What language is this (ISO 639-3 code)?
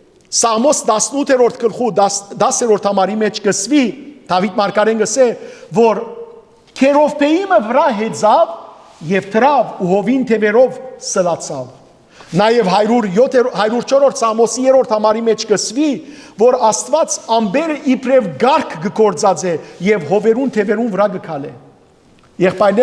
hyw